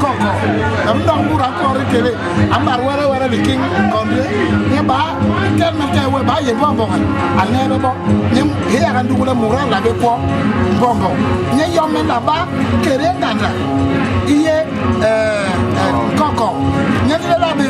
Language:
Basaa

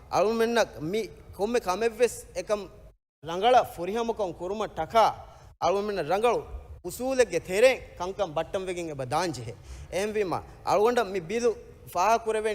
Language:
Divehi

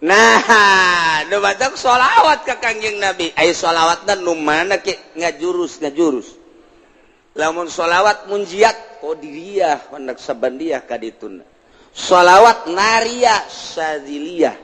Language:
Sundanese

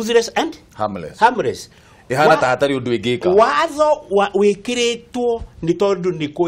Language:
Kikuyu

